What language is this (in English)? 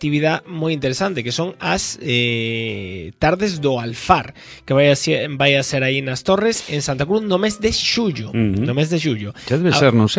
Galician